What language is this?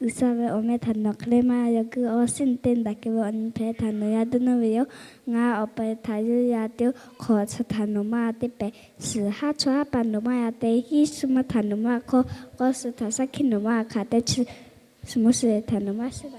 Lahu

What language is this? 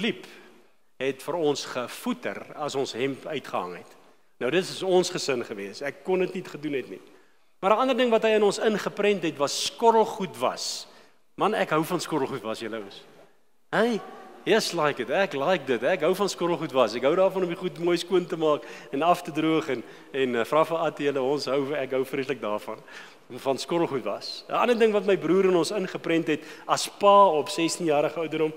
Afrikaans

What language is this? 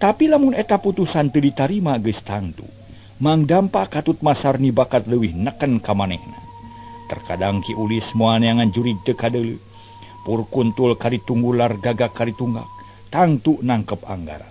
Sundanese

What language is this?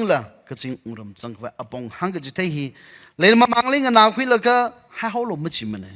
Tangkhul Naga (India)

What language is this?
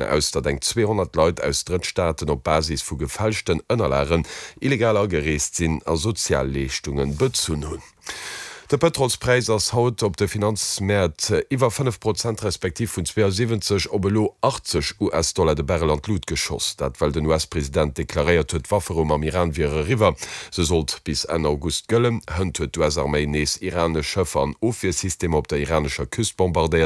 Luxembourgish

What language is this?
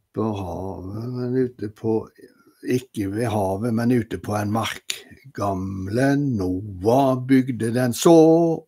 Norwegian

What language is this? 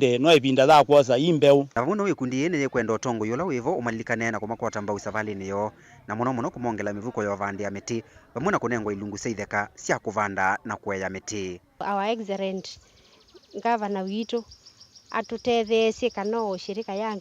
Kamba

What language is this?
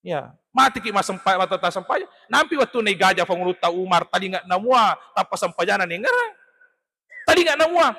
Buginese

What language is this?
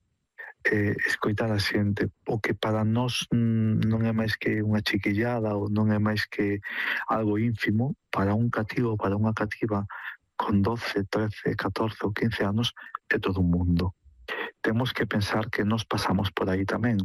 Galician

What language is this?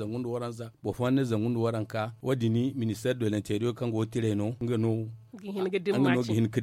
Zarma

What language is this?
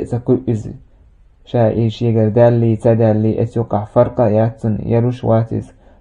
Chechen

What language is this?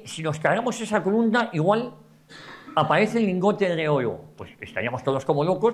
Spanish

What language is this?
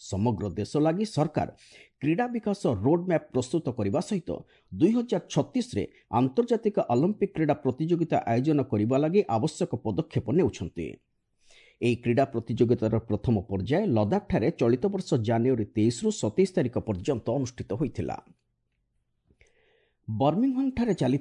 Odia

